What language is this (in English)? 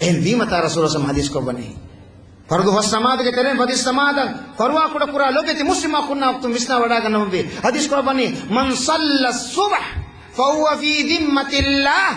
Divehi